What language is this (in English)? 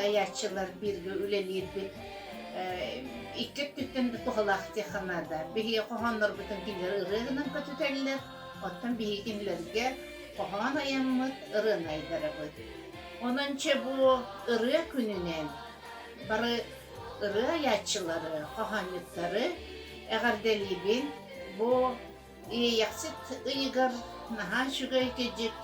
Yakut